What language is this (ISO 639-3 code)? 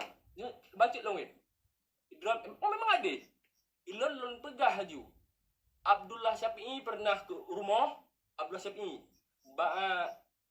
ace